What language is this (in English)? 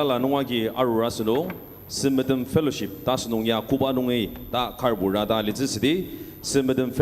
Ao Naga